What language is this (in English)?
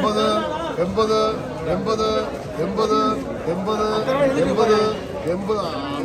Malayalam